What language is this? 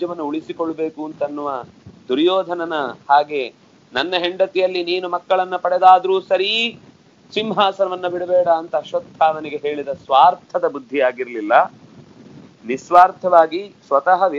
Kannada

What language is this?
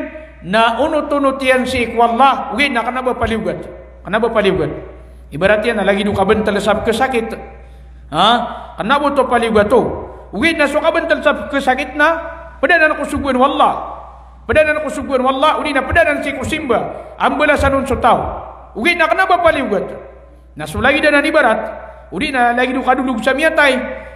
Maranao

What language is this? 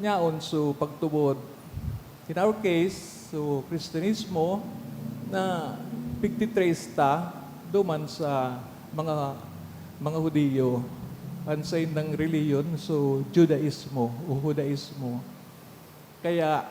Bikol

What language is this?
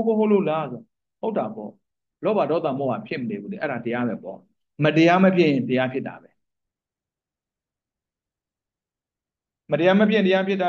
Burmese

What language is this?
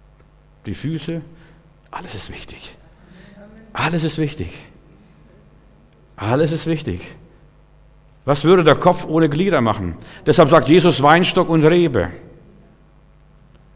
German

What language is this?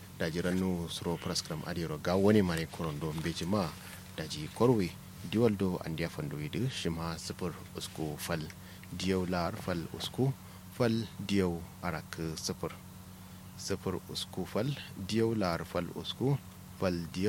Kanuri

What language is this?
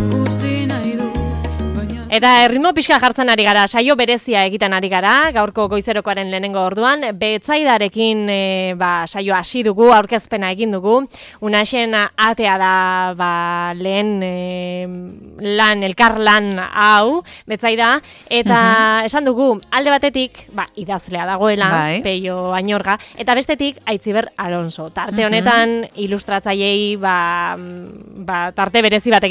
Basque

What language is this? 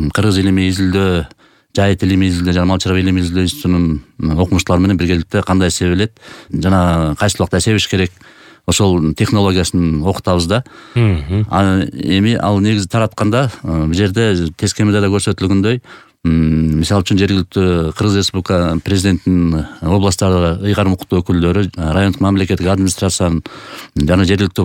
Kyrgyz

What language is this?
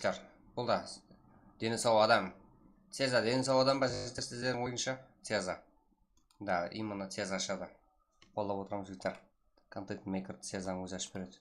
Kara-Kalpak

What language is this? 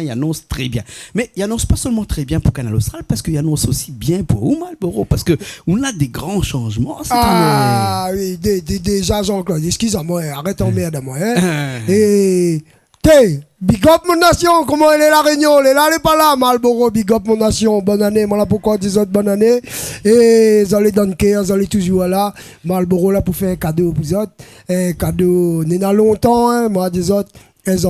Réunion Creole French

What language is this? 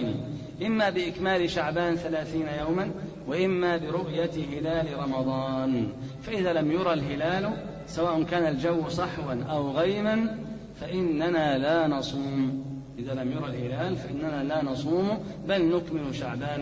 Arabic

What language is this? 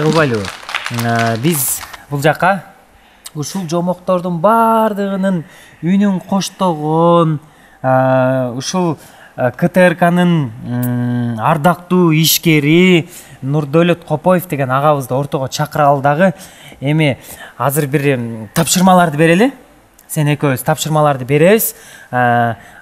Kyrgyz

